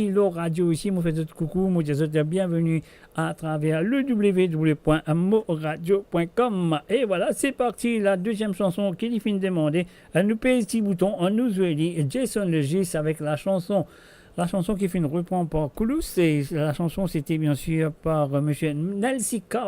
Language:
Morisyen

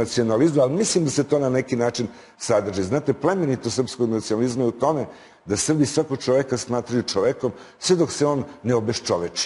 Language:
Serbian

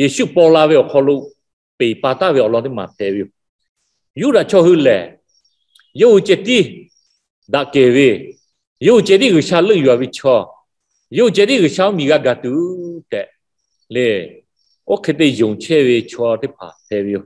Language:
Lahu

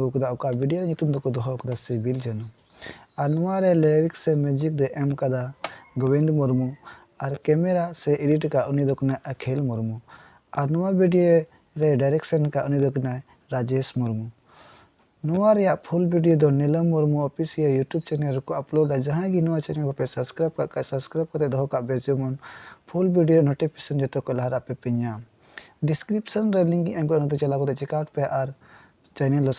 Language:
Santali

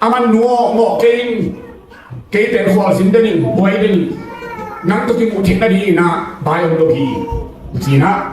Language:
Tedim Chin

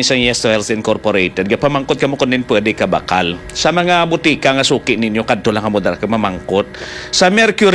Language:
Hiligaynon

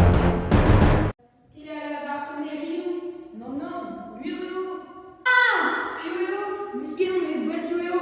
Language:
Breton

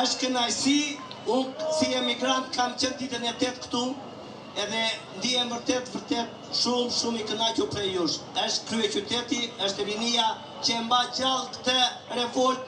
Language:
Albanian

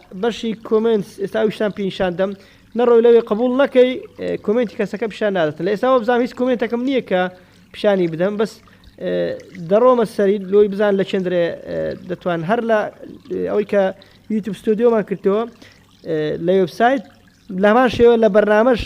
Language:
Central Kurdish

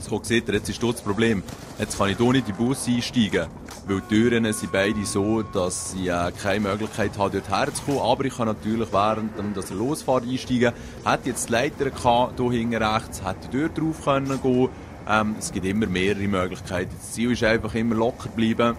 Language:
Swiss German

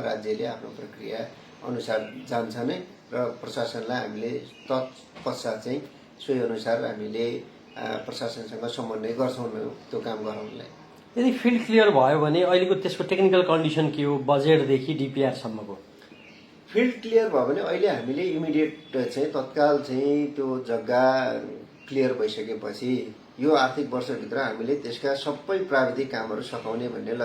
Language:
Nepali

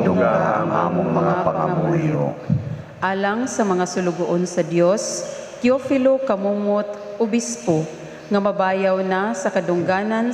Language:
Cebuano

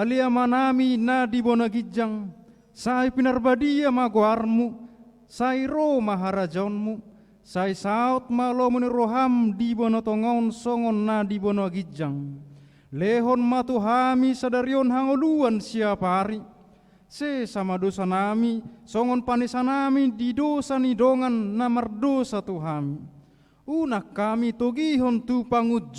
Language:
Batak Toba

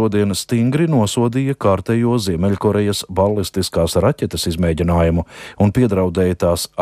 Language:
Latvian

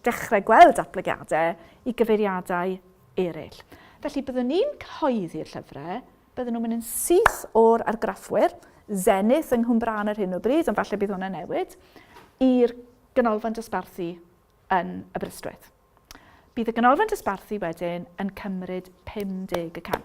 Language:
Welsh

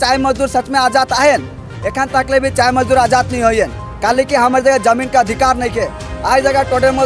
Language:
Sadri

